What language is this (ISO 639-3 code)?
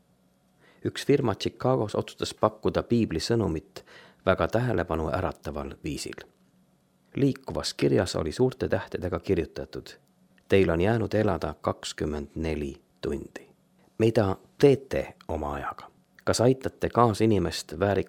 est